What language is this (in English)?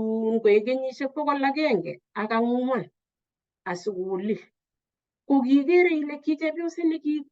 Kalenjin